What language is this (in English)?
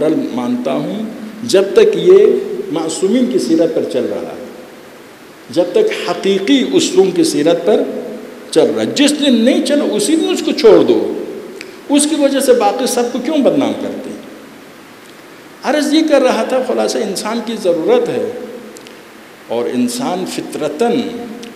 Urdu